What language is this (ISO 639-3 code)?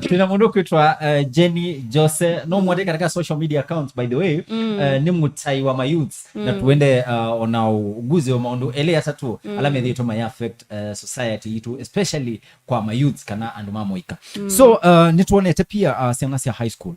kam